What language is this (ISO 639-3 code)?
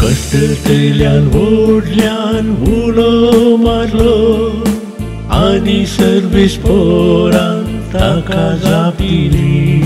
kok